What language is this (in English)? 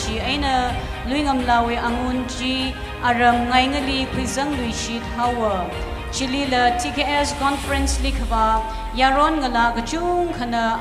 Tangkhul Naga (India)